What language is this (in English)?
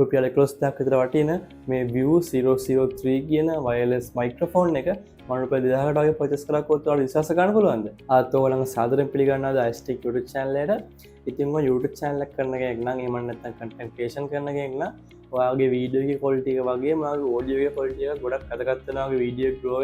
Sinhala